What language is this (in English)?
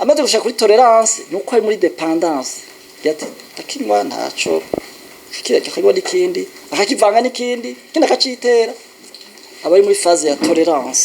Rundi